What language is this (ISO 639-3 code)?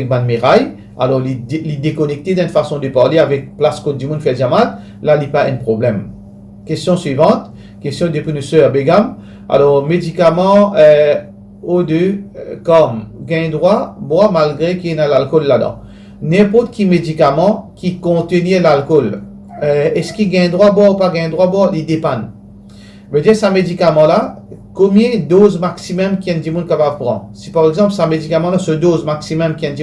mfe